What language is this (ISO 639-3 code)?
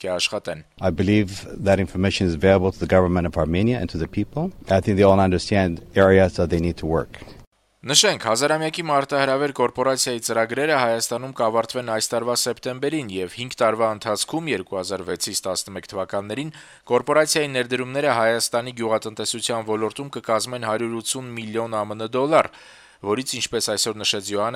hye